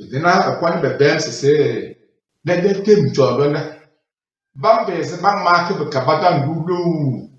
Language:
Tem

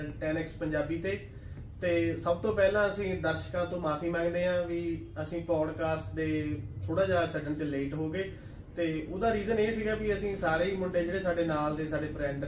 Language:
Punjabi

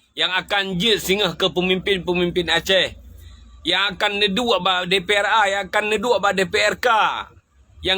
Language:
Achinese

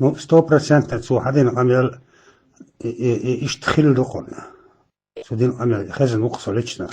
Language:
Chechen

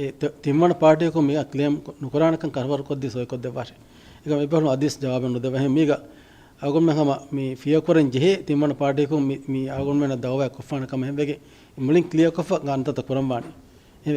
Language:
Divehi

